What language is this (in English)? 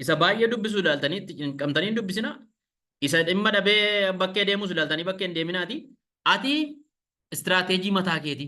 Oromo